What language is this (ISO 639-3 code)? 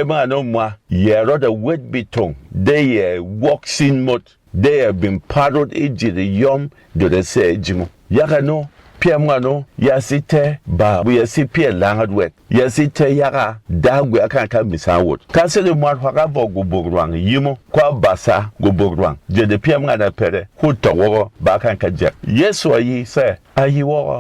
bom